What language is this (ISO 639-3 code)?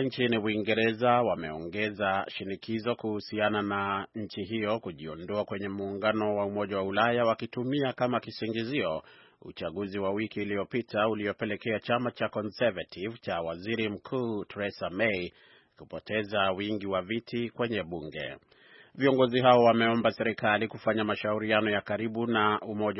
swa